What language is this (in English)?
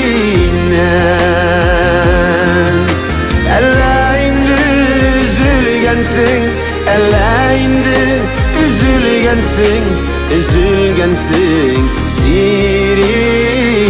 Tatar